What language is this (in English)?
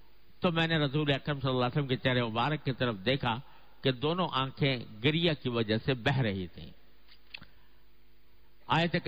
Urdu